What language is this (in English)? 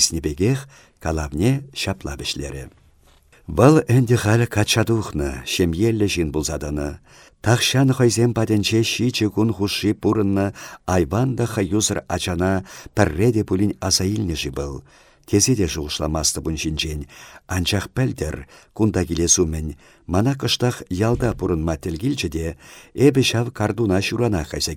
Chuvash